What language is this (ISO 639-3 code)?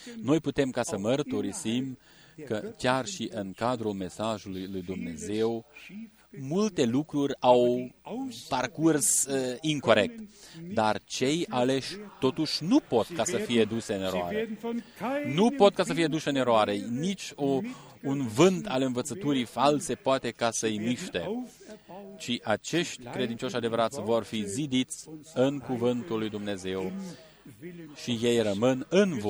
ron